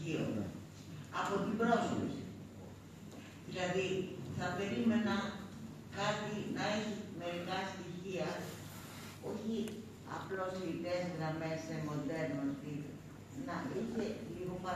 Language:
Greek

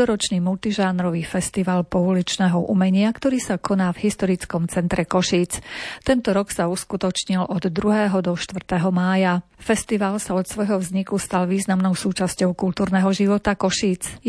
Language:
Slovak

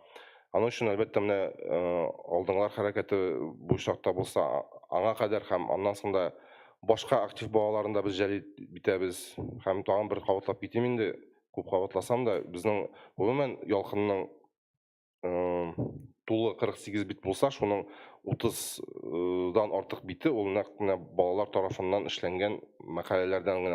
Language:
Tatar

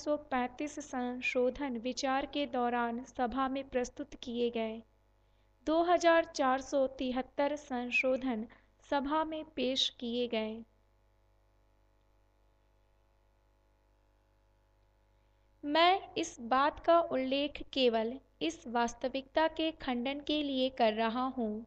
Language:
Hindi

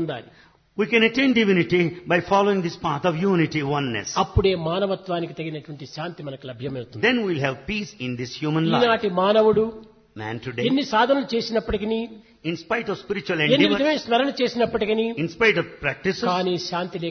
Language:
Telugu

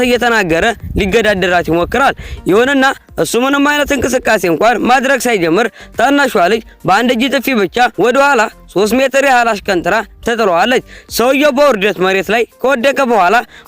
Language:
Amharic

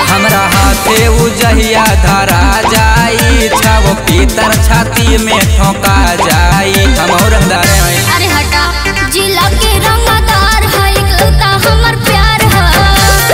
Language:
Bhojpuri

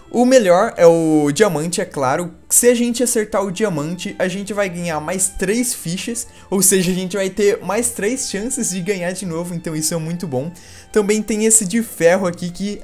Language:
Portuguese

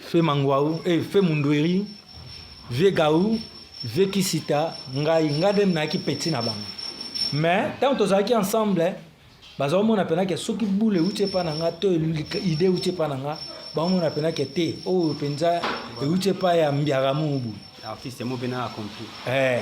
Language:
Lingala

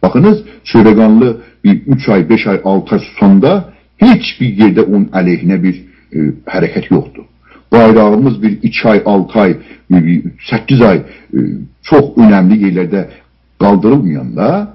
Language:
South Azerbaijani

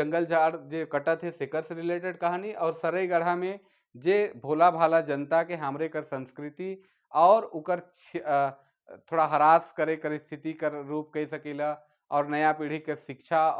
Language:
Sadri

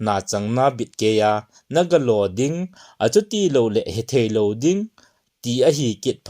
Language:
Thado Chin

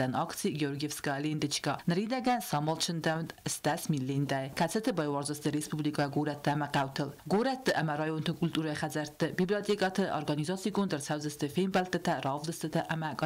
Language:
Ossetic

